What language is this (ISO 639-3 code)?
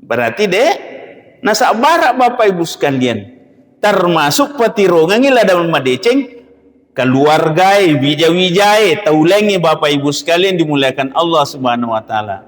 bug